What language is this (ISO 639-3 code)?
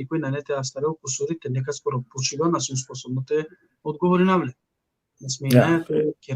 rmn